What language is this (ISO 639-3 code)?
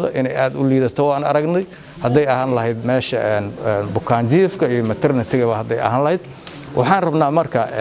som